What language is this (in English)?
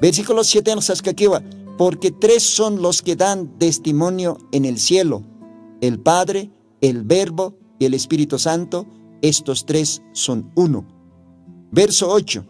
Aymara